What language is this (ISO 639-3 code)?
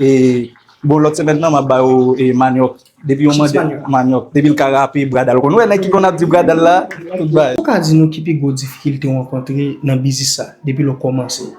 hat